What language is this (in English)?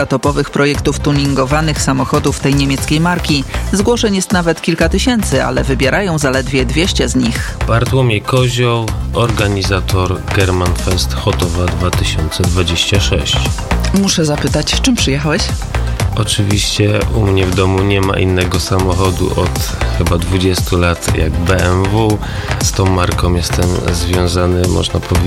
Polish